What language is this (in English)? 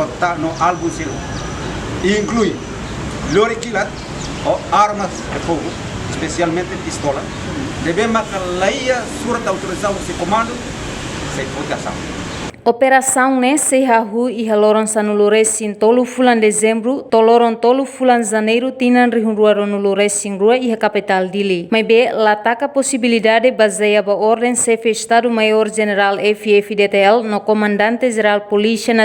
Tetum